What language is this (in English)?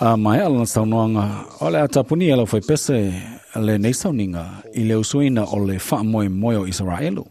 Samoan